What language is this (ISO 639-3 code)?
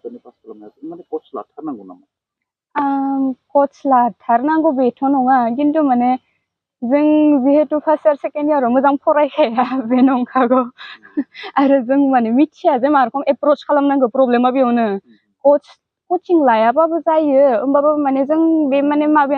brx